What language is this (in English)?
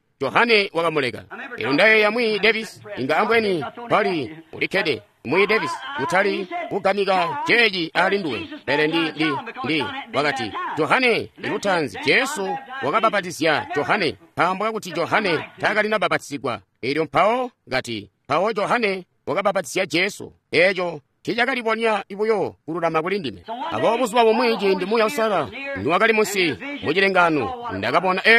Tonga (Zambia)